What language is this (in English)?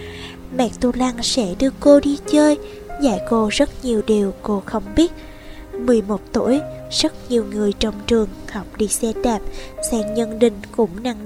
Vietnamese